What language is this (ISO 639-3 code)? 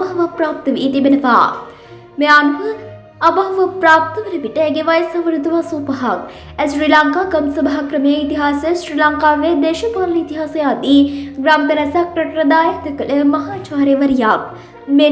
sin